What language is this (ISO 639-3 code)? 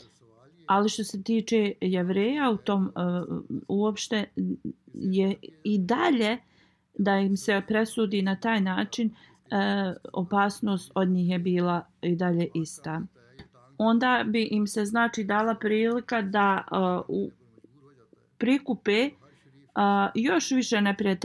bos